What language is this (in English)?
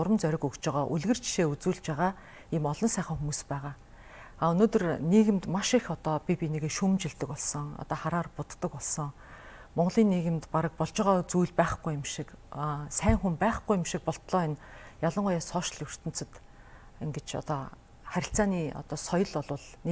Mongolian